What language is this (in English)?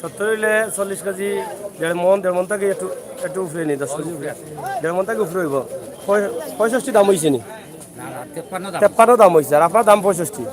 Sylheti